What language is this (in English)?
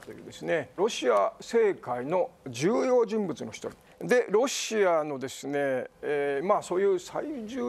Japanese